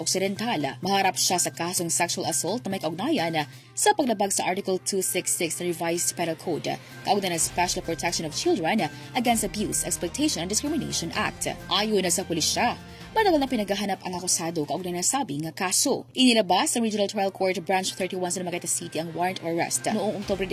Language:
Hiligaynon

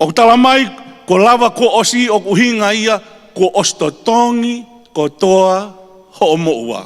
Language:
Tongan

